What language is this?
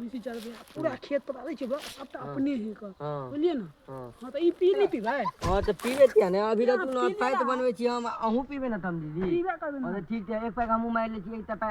Maithili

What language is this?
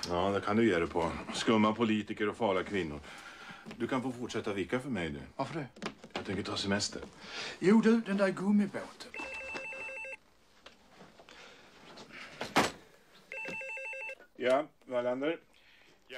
Swedish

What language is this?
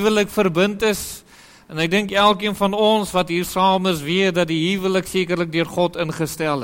Afrikaans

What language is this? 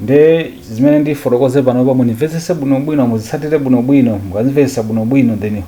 Nyanja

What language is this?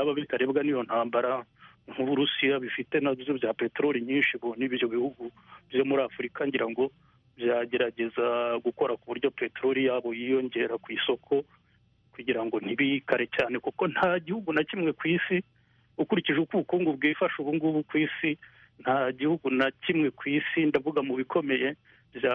Kinyarwanda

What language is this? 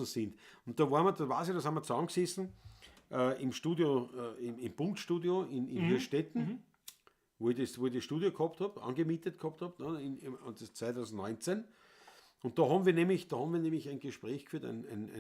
Bavarian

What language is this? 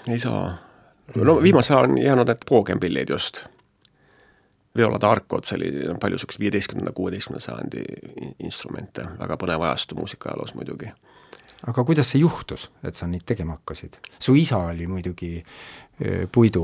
Estonian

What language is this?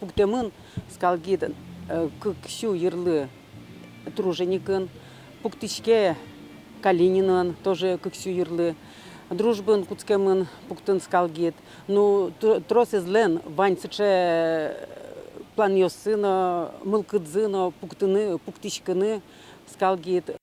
Udmurt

